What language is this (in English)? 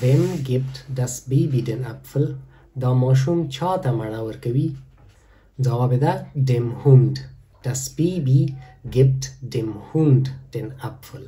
Pashto